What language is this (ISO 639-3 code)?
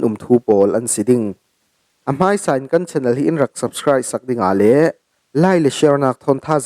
cfm